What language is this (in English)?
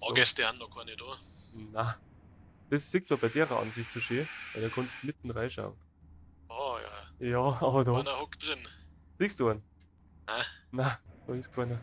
Bavarian